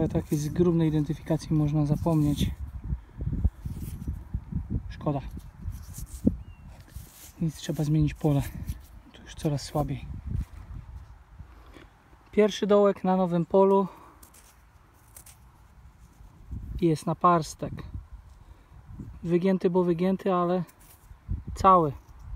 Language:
Polish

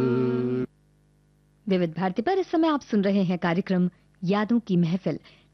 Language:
Hindi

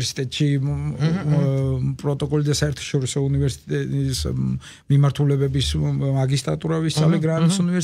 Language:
Georgian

